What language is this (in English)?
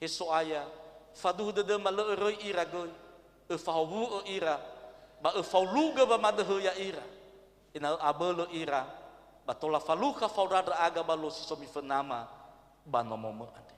Nias